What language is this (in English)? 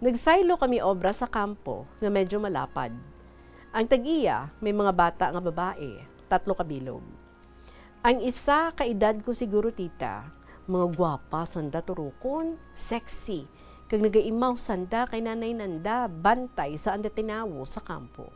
Hiligaynon